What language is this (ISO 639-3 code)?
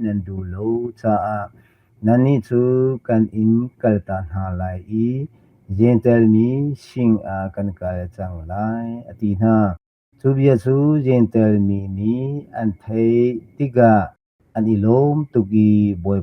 cnh